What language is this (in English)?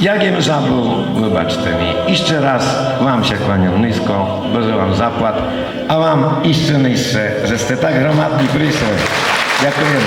Rusyn